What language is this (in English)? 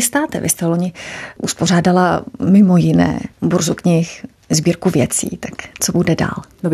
Czech